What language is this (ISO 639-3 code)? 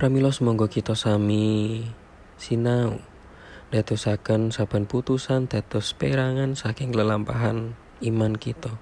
jav